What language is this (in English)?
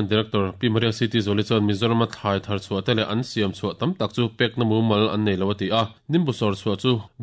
Mizo